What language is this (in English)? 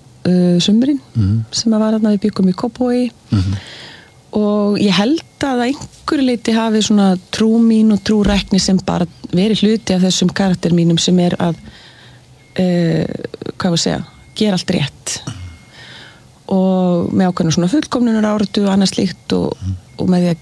Icelandic